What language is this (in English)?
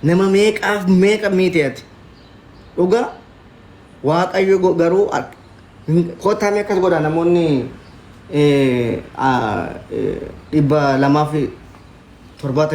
Oromo